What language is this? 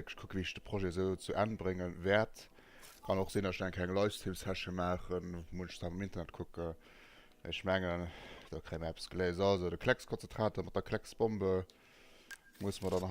Luxembourgish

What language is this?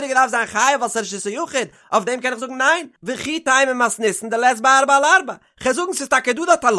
Yiddish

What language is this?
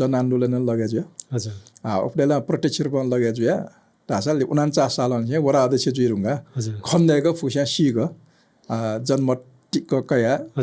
Newari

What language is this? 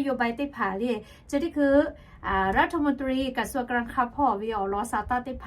Lahu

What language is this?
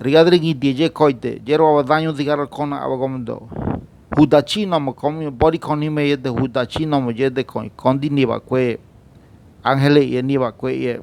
Ngäbere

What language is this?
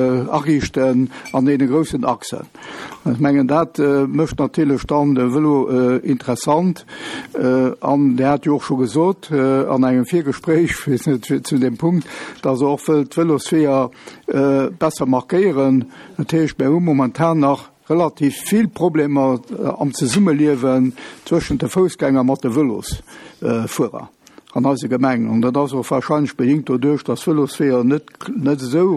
Luxembourgish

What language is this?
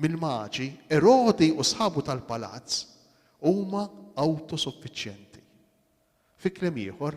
Maltese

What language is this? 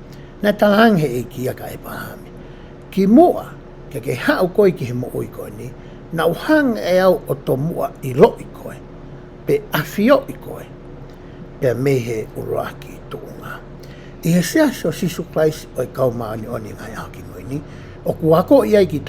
Tongan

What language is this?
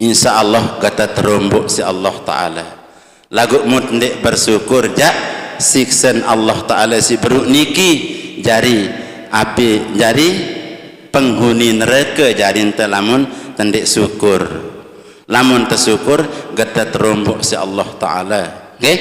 Sasak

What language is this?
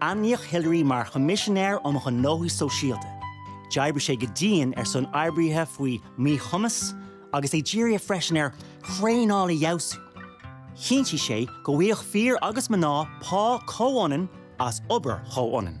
Irish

